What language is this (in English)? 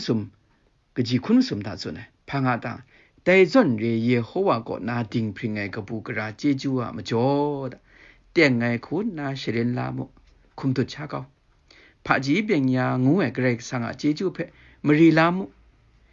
Kachin